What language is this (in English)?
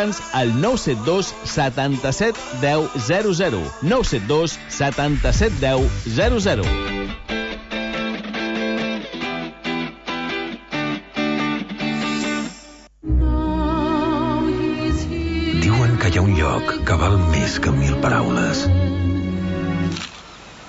Catalan